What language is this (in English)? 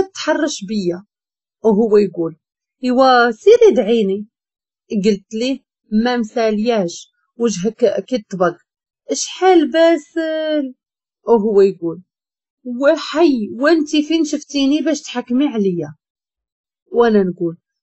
Moroccan Arabic